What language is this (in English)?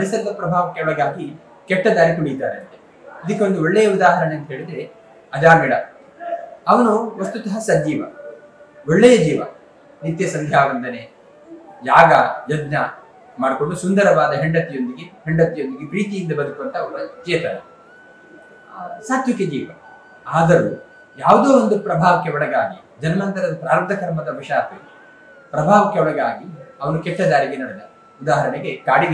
Kannada